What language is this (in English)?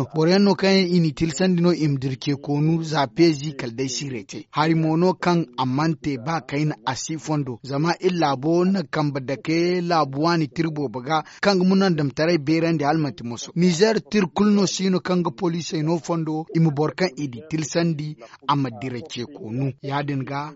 Zarma